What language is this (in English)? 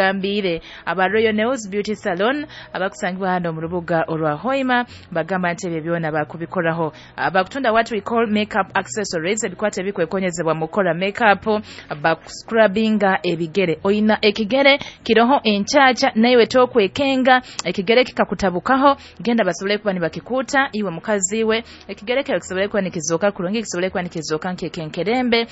Nyoro